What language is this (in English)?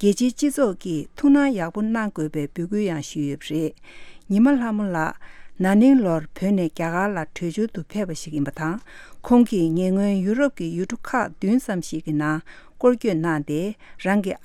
Tibetan